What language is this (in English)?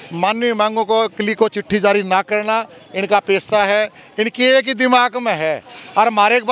Hindi